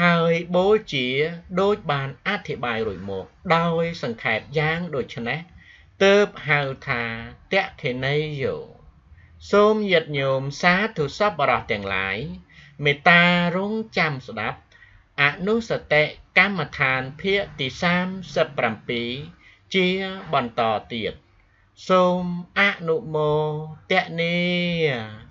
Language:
Khmer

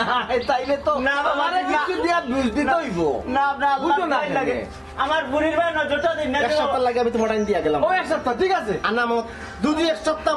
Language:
Sylheti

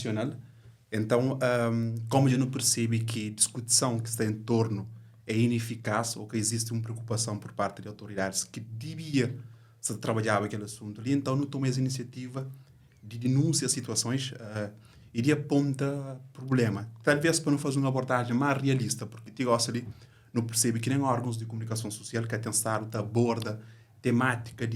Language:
Kabuverdianu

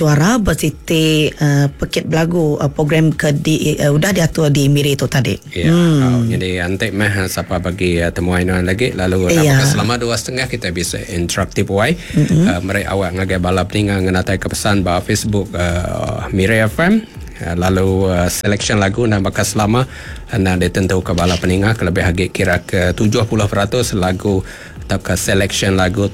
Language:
Iban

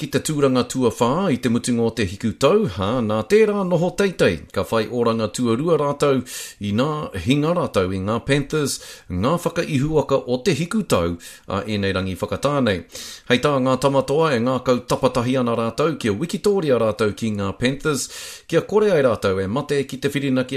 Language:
Māori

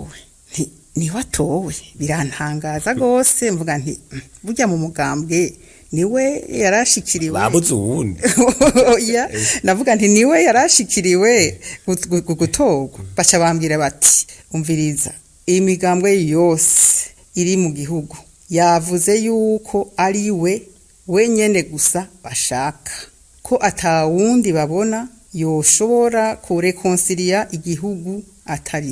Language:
Rundi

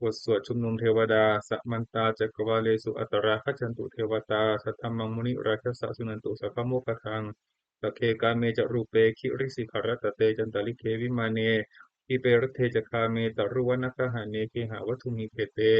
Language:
Pali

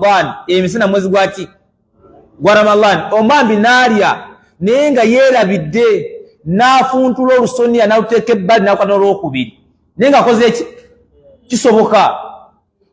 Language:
Ganda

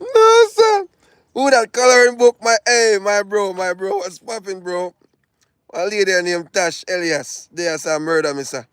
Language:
Jamaican Creole English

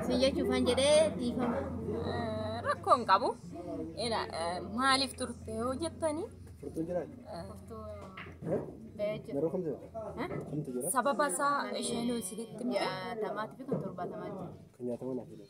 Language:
Oromo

